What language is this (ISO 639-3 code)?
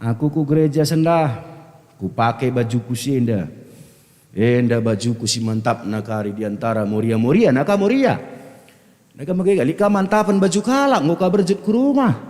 btx